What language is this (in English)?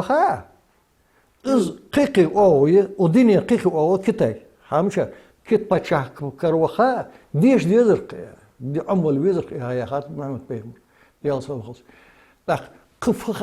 Ingush